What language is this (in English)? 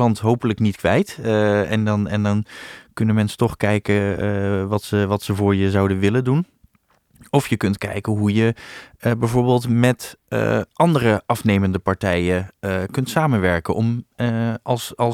Dutch